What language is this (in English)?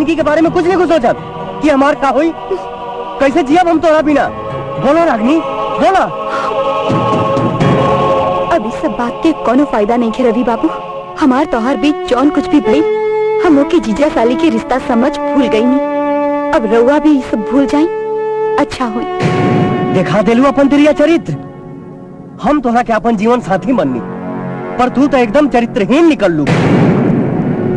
Bhojpuri